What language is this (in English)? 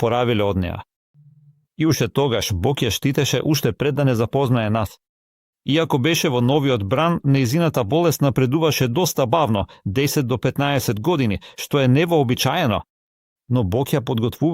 Macedonian